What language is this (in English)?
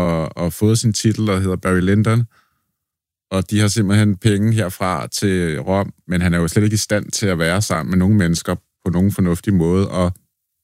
Danish